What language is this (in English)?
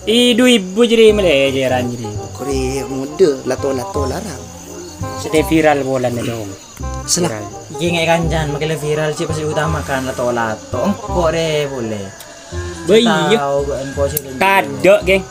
Madurese